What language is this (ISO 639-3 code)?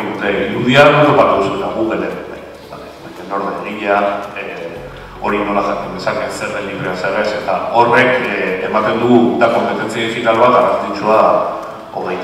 eus